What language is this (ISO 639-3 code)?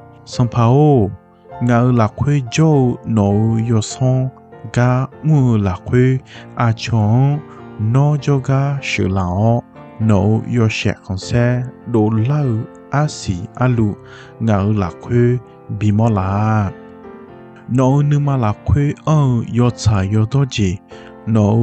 ahk